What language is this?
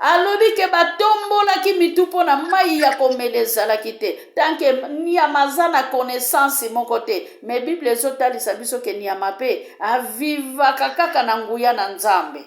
Lingala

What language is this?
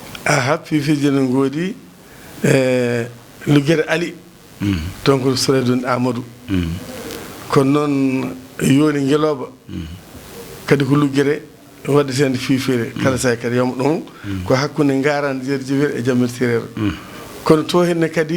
Fula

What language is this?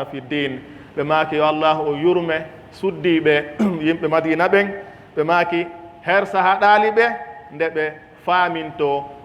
Pular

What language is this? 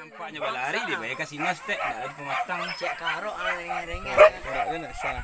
Minangkabau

